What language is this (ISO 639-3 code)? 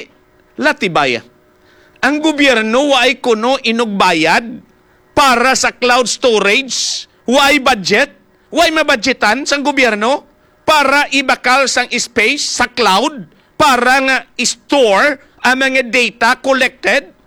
hil